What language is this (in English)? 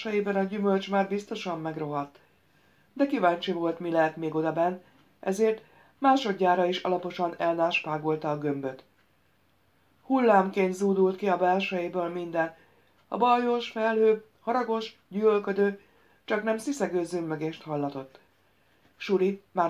Hungarian